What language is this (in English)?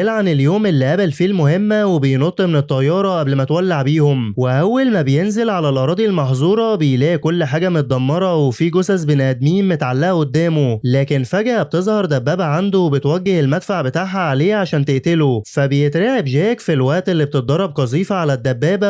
Egyptian Arabic